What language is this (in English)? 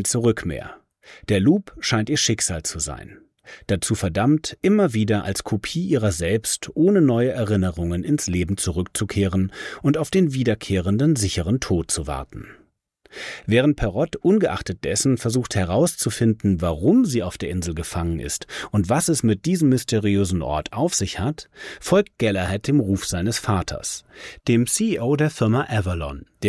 German